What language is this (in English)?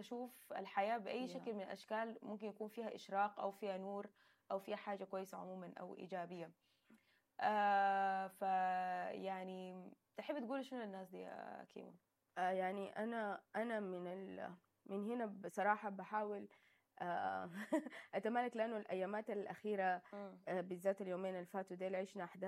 Sudanese Arabic